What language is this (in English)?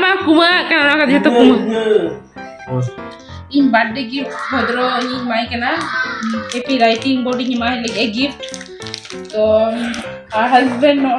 Santali